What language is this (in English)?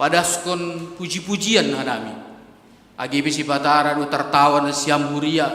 Batak Simalungun